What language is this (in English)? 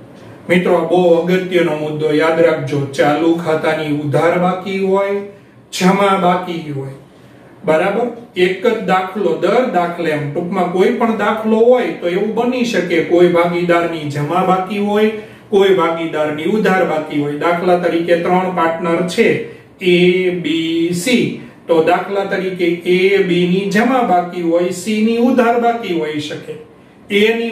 Gujarati